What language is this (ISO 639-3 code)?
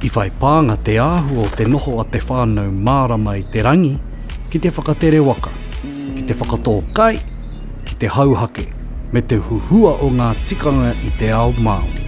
mri